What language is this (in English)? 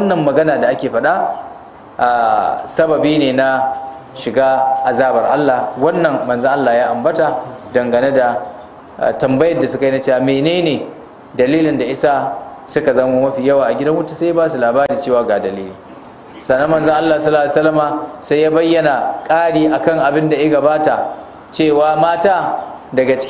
Hausa